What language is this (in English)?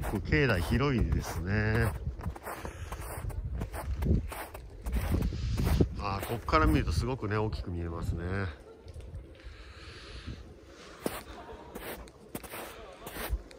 Japanese